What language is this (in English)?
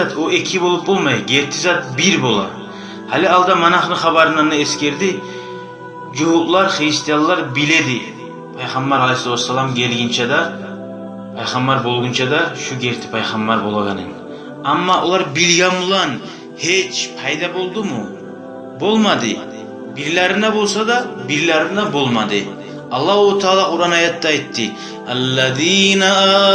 Kumyk